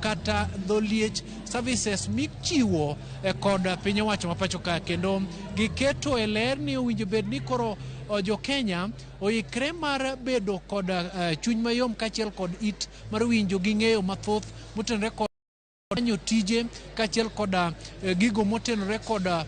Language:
Luo (Kenya and Tanzania)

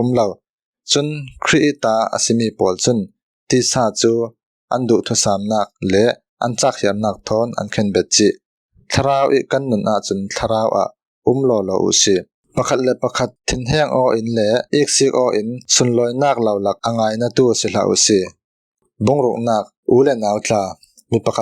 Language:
Falam Chin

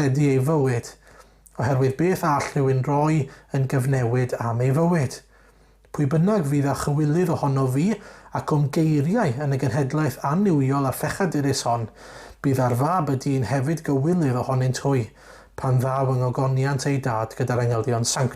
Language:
Welsh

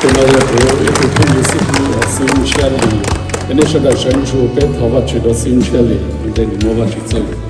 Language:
Hmong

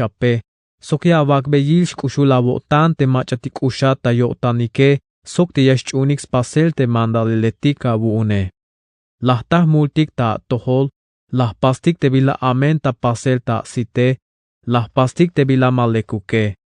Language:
Tzeltal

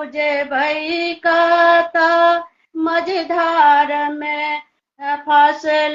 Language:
Maithili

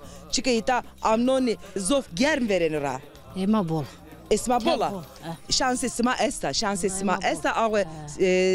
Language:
Zaza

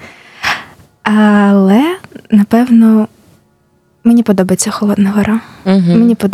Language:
Ukrainian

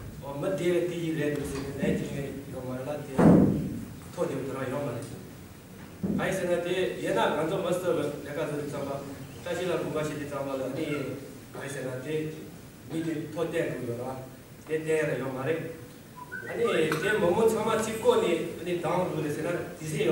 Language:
Tibetan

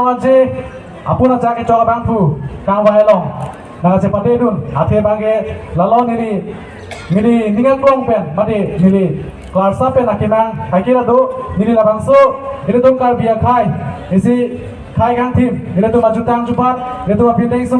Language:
Karbi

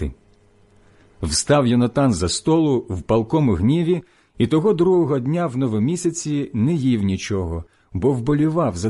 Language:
Ukrainian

